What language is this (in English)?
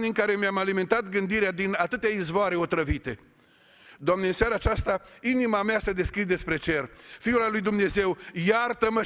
Romanian